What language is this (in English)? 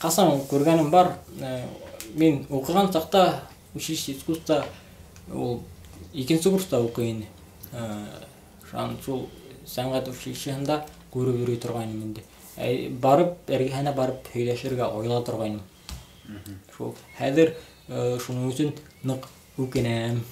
Bashkir